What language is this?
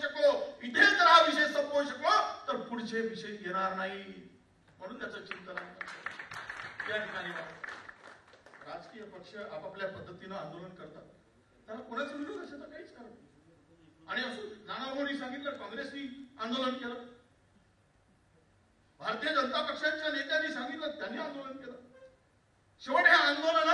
Marathi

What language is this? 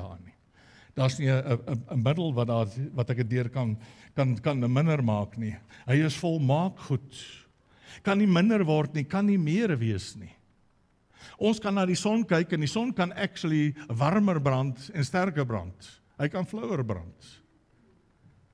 Afrikaans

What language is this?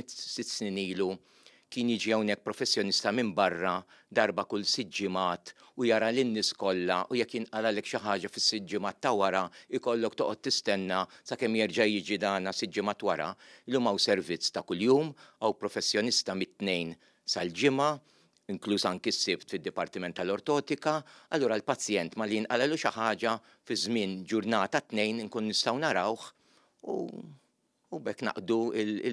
Maltese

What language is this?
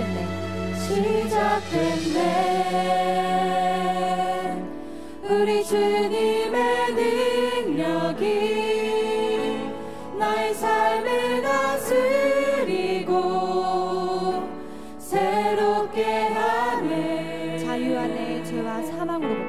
Korean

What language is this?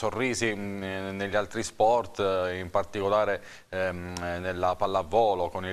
Italian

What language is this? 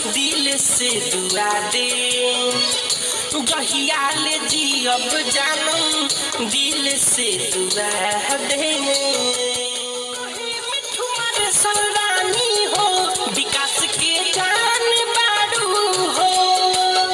Bhojpuri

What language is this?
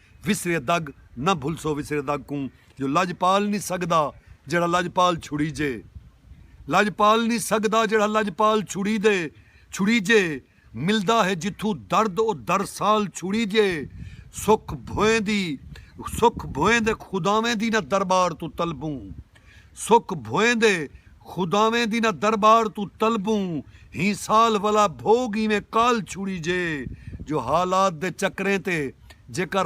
Saraiki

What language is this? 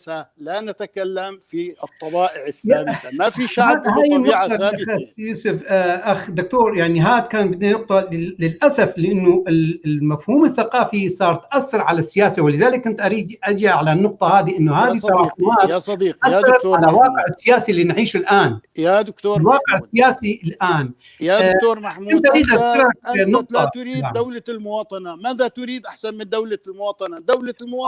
North Levantine Arabic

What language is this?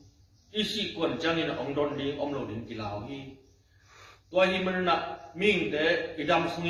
Tedim Chin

